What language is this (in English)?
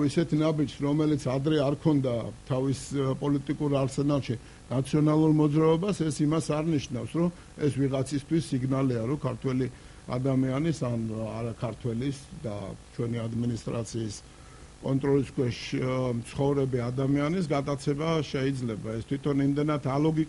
Georgian